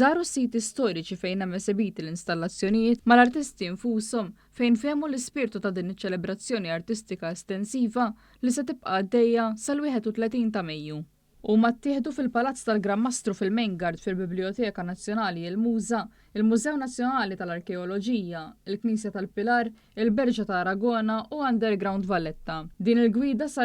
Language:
Maltese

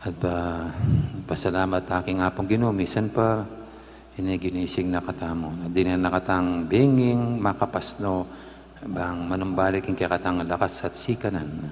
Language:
Pampanga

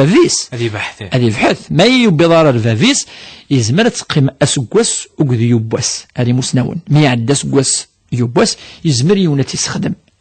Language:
Kabyle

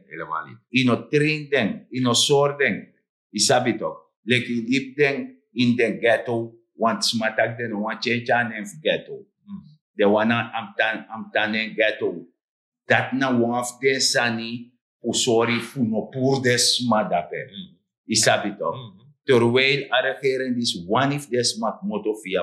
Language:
Sranan Tongo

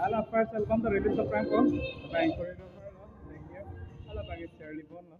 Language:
Karbi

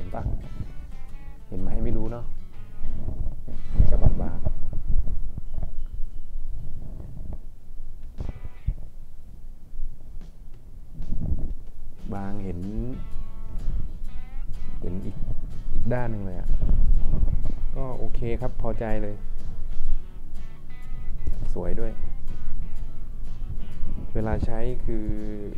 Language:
Thai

